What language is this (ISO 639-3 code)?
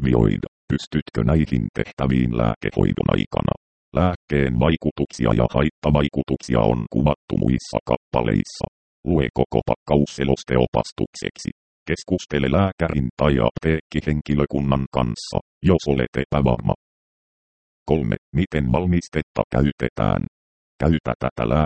fin